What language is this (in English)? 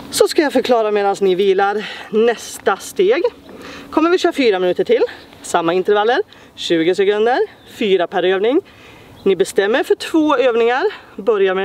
Swedish